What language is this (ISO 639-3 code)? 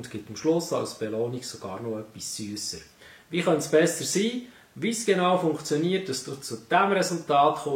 gsw